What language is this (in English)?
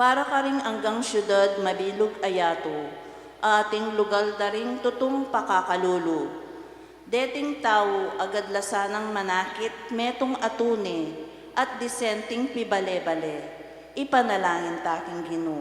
Pampanga